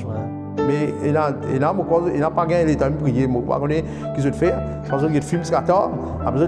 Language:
Morisyen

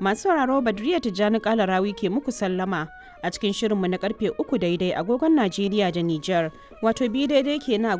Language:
Hausa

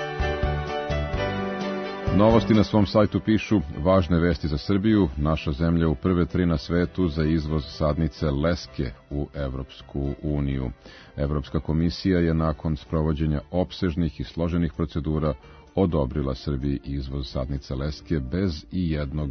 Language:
Serbian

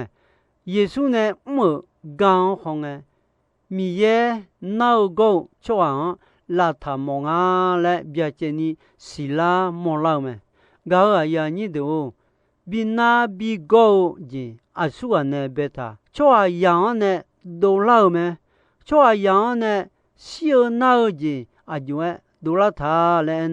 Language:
Akha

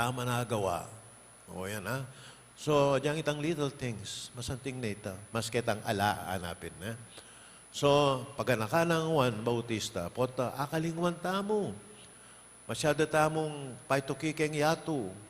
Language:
Pampanga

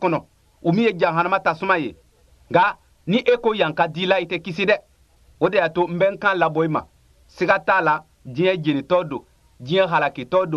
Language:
Bambara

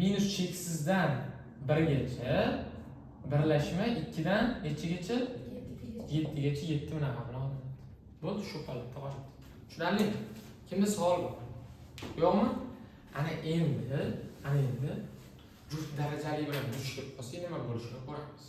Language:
Uzbek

